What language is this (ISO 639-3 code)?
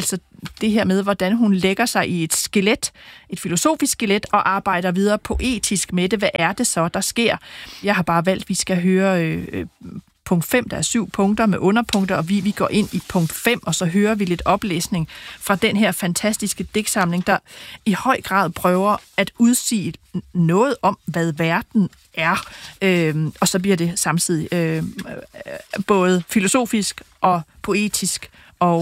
dan